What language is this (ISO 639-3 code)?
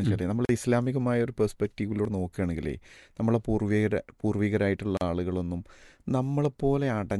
mal